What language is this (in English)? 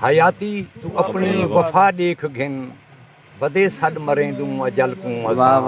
Saraiki